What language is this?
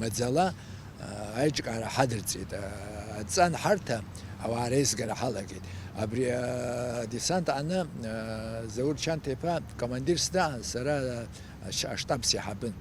Abkhazian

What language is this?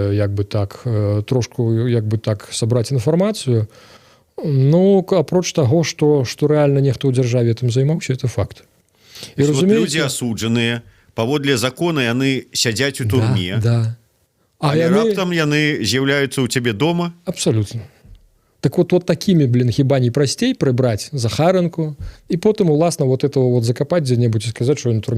Belarusian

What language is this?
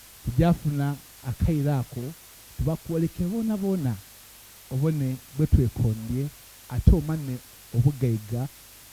Soga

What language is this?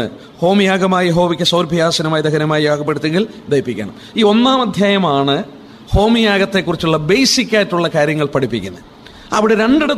Malayalam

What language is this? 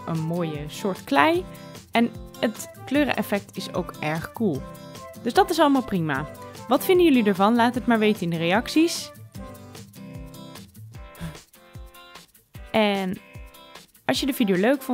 Dutch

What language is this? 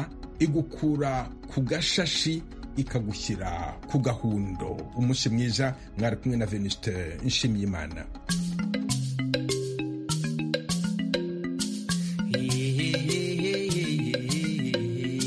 Kinyarwanda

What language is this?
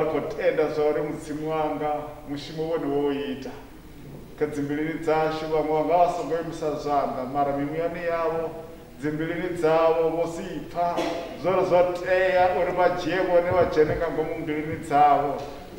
Venda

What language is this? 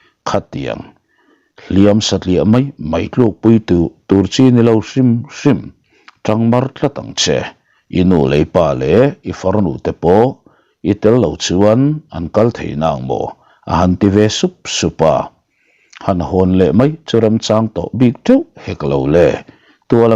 Mizo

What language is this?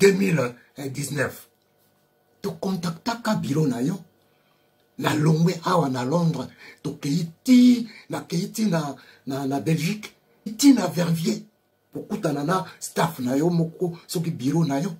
Lingala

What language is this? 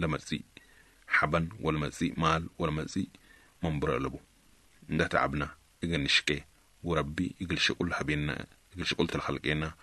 Sudanese Arabic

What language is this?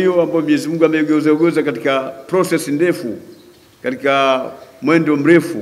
Swahili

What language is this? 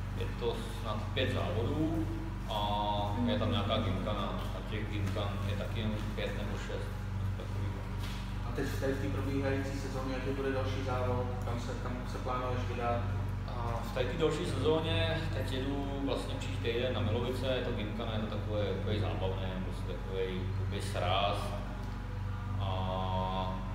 Czech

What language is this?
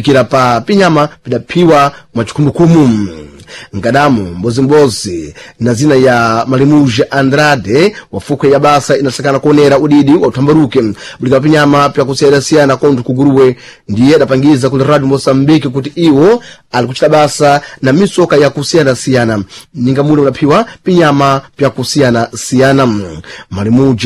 Sena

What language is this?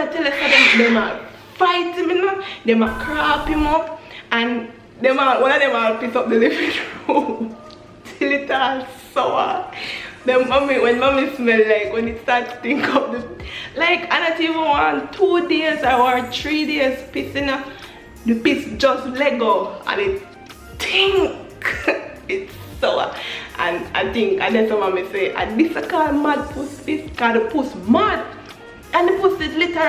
Jamaican Creole English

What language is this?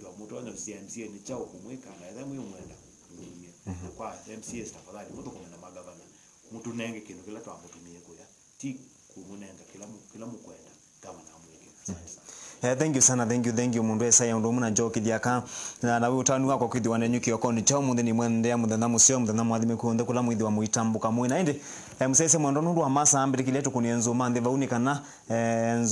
Kamba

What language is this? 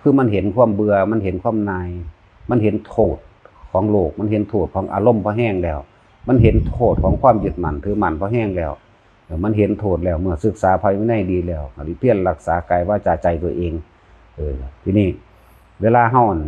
Northeastern Thai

